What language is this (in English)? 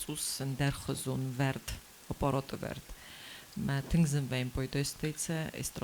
Ossetic